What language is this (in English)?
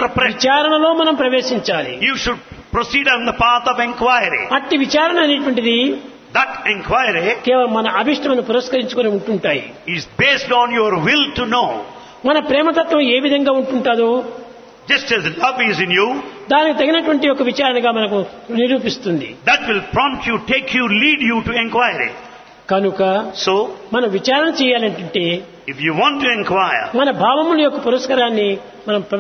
Telugu